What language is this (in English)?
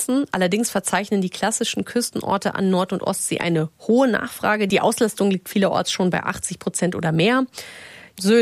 German